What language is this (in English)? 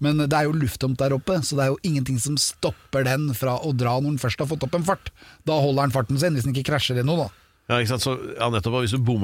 Norwegian